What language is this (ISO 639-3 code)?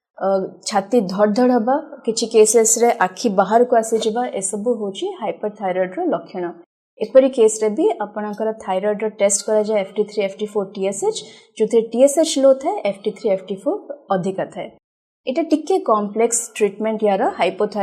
ori